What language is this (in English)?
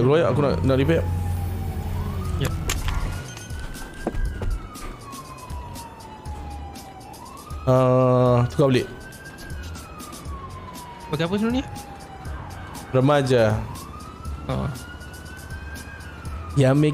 Malay